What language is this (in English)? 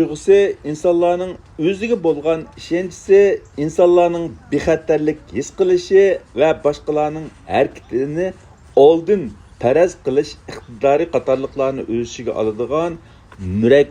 Uyghur